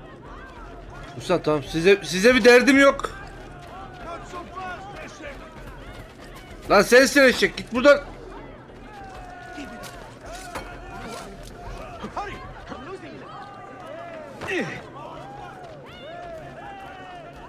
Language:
Turkish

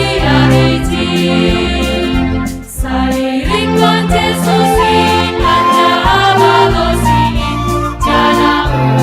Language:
Batak Simalungun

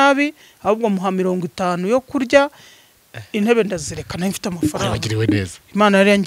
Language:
Kinyarwanda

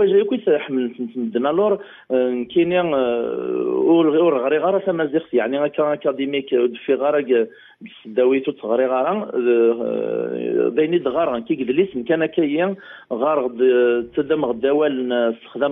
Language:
Kabyle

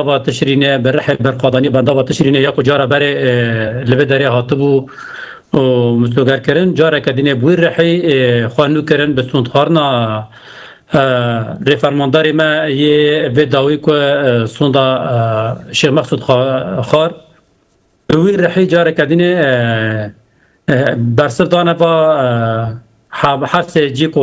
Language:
Kurdish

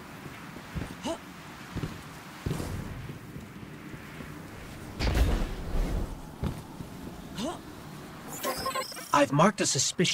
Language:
English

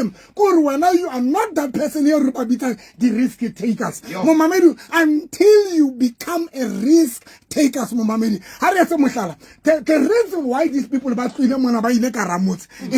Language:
Southern Sotho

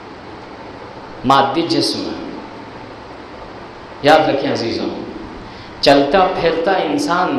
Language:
Urdu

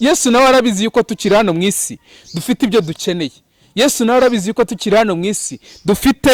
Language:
Kinyarwanda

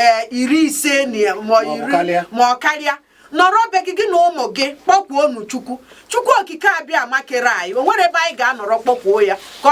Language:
Igbo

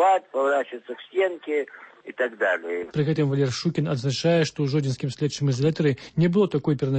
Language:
Belarusian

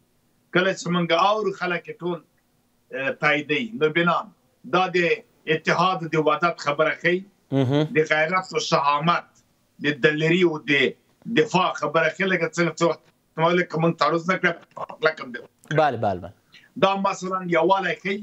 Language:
Pashto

